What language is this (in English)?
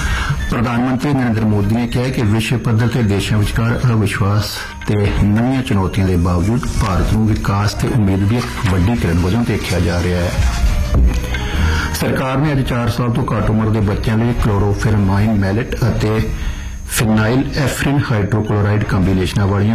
Punjabi